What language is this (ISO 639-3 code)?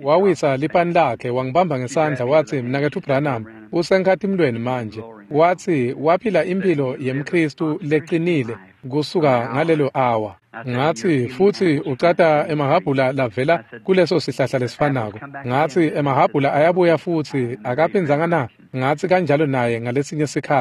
ssw